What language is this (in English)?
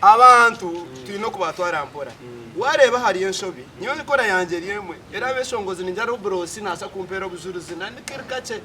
Nyankole